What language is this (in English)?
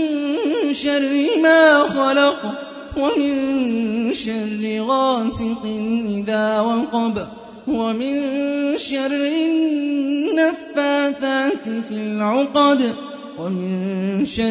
Arabic